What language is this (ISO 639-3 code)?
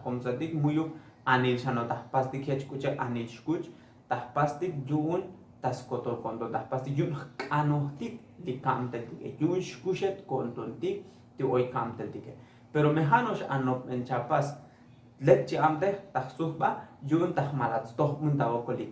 tzo